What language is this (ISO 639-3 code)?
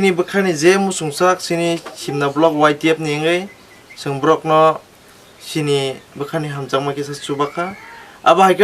trp